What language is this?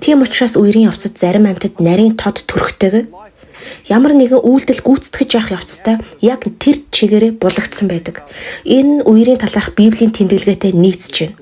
Mongolian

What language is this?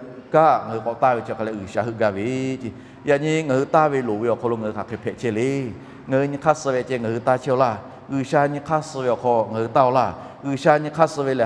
Lahu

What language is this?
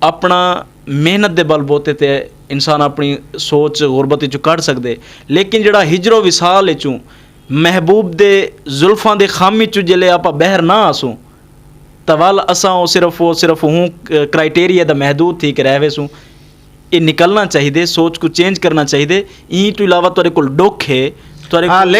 Saraiki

